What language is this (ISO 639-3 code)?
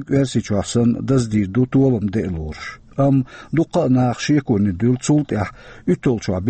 che